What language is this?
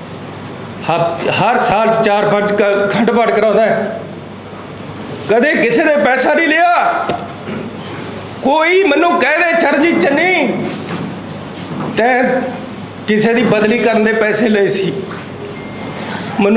Punjabi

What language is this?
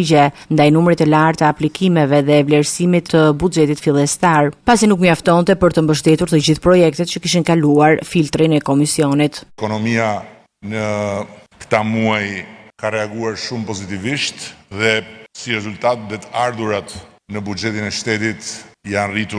Albanian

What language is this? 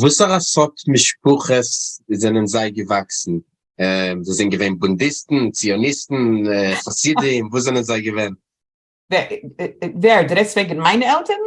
Yiddish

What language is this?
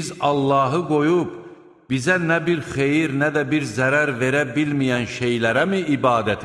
Azerbaijani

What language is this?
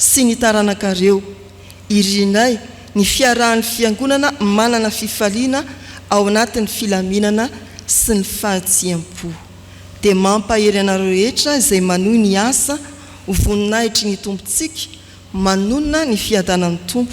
Malagasy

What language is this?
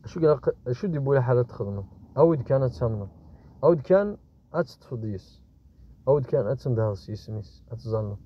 Kabyle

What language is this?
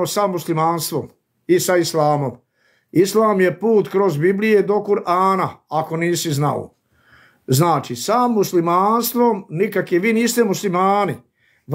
Serbian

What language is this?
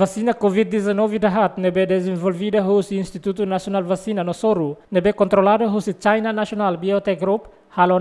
Tetum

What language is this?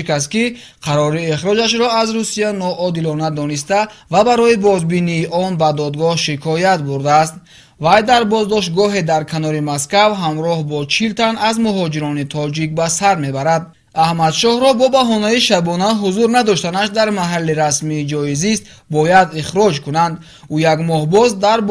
Tajik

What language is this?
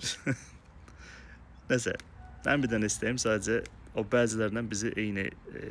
Azerbaijani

